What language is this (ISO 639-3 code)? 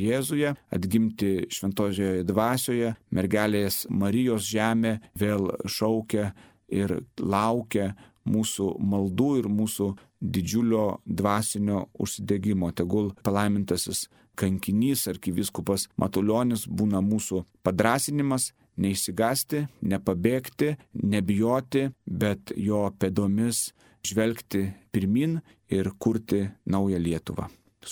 lit